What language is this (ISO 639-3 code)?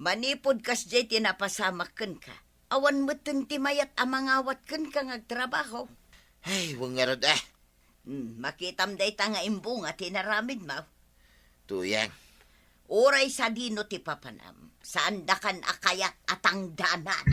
ilo